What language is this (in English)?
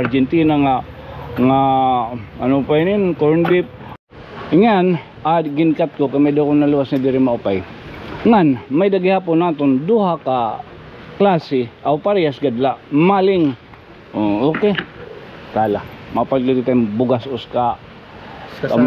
Waray